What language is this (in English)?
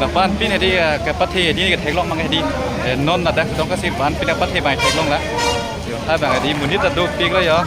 Karbi